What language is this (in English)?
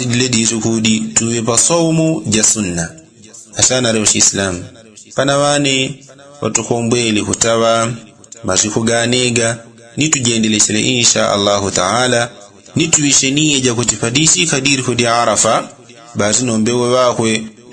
Yao